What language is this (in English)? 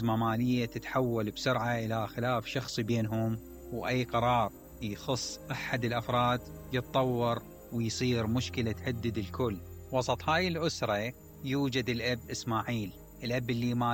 Mesopotamian Arabic